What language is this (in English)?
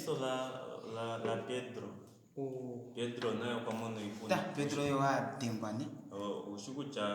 Kuanyama